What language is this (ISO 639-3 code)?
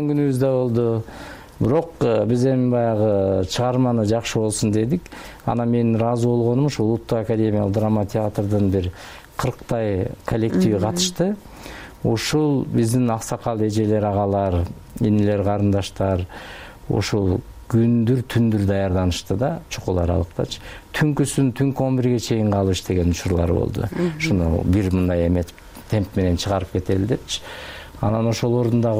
kir